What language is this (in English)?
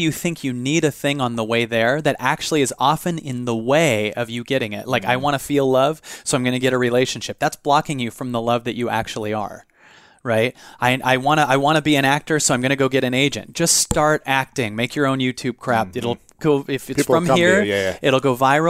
English